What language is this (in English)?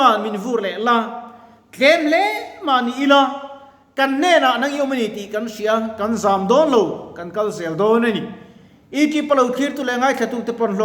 Mizo